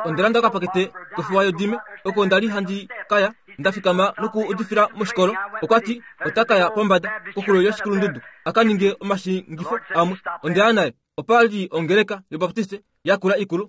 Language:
Kuanyama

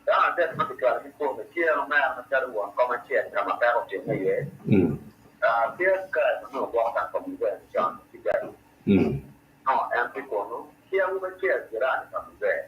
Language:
Acoli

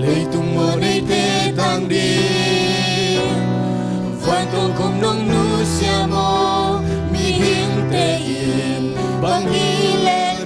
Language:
Tedim Chin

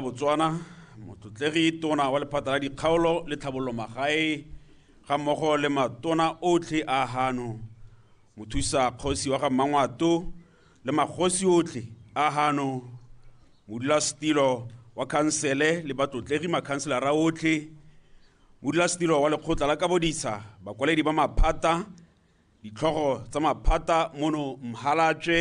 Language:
Tswana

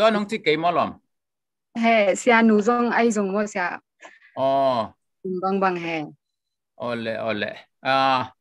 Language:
Tedim Chin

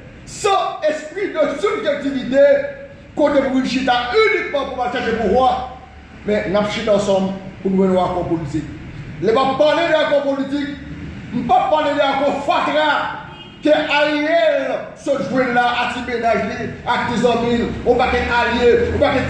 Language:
Haitian Creole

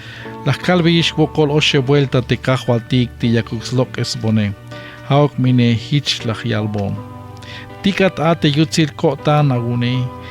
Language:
Tzeltal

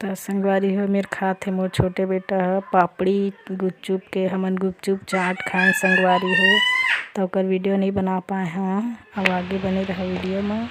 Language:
Chhattisgarhi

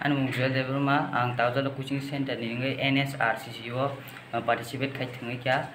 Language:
Kok Borok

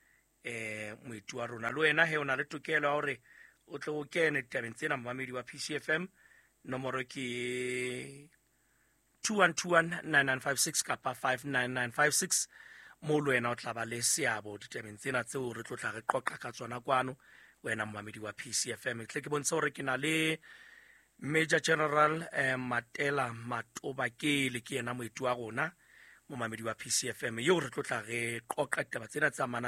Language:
Southern Sotho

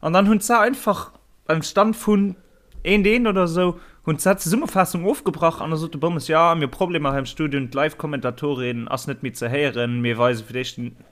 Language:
Luxembourgish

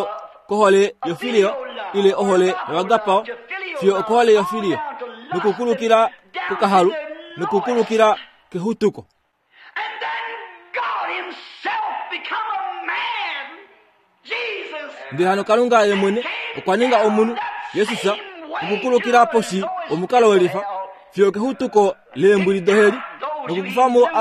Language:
Kuanyama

